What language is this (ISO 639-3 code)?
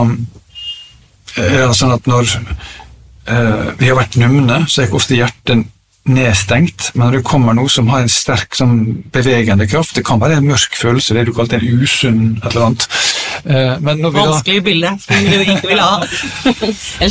nor